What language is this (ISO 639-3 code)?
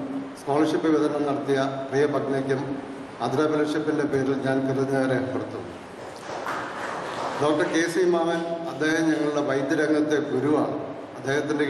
mal